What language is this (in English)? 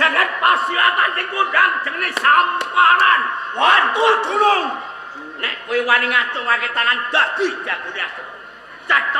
Javanese